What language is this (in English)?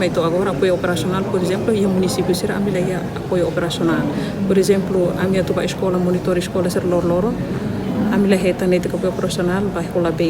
Tetum